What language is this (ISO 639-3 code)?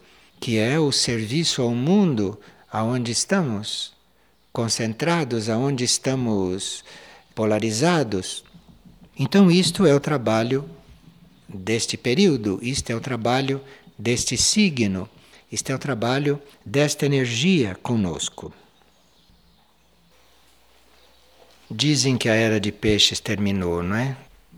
por